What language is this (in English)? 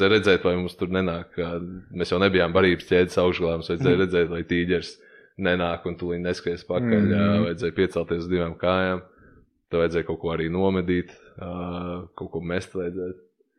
Latvian